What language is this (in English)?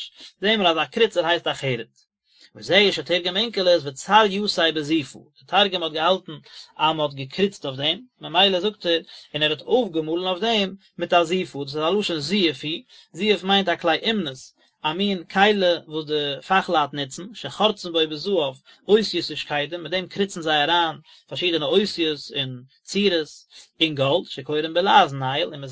Yiddish